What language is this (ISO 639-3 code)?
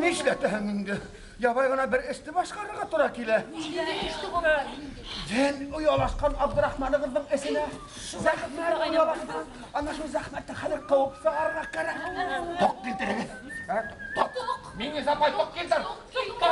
bak